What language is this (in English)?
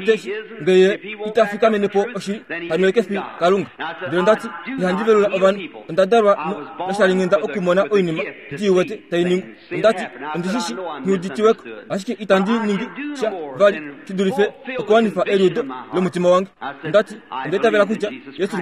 Kuanyama